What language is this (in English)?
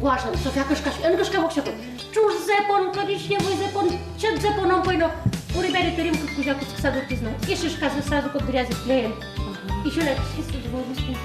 Udmurt